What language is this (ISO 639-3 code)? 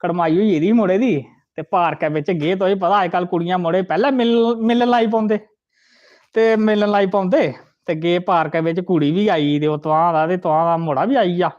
doi